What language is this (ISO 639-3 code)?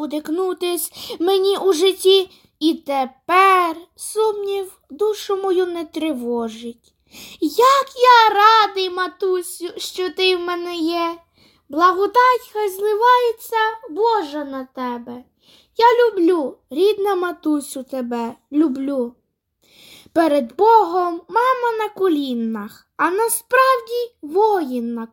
ukr